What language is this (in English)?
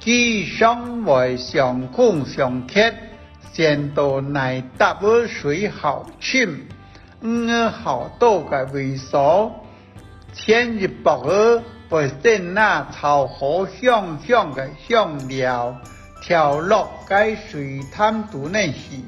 Hakka Chinese